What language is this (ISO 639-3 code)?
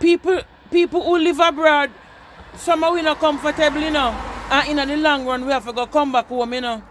jam